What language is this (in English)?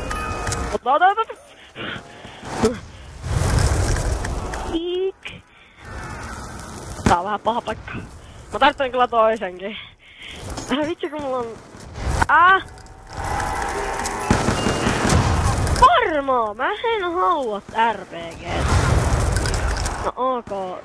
Finnish